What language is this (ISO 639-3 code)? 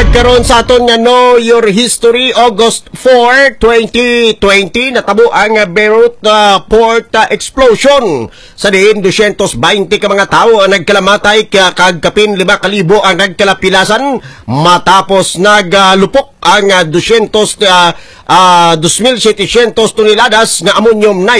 hil